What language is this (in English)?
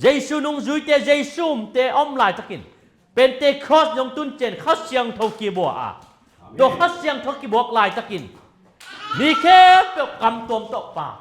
Tedim Chin